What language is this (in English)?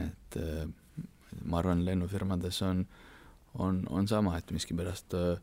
Estonian